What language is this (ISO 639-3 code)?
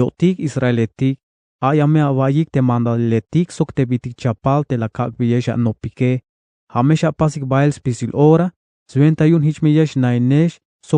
tzh